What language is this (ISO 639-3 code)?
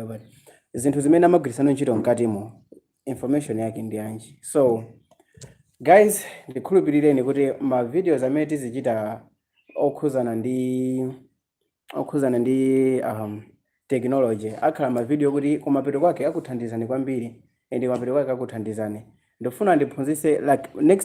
nya